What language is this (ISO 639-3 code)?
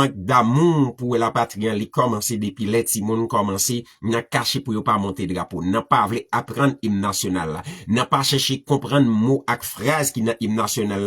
hat